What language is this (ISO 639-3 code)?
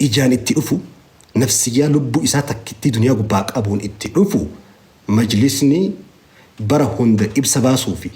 orm